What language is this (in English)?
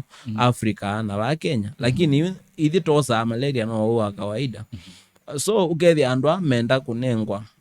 Kamba